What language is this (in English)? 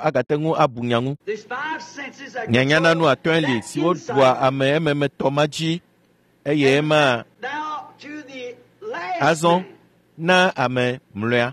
Ewe